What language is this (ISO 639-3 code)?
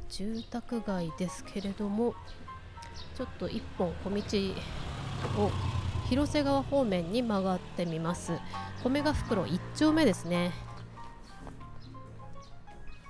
jpn